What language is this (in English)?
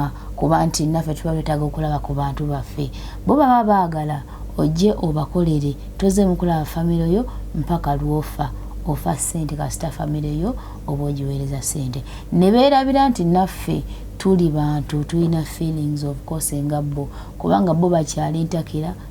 Ganda